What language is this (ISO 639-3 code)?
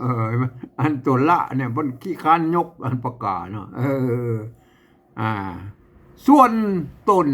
nod